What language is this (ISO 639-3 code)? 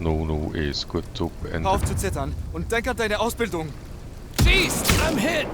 gsw